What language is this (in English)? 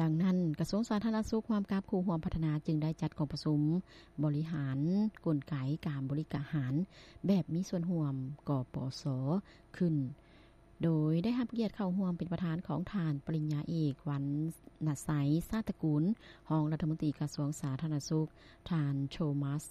Lao